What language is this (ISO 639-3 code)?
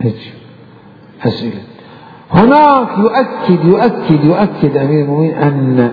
acm